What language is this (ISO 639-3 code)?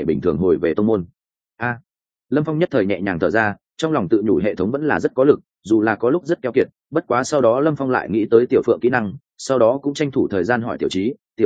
vie